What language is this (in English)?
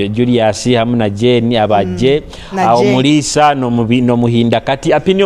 Nyoro